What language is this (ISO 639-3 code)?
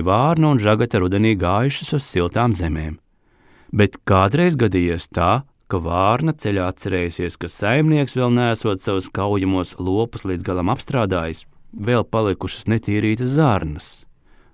lav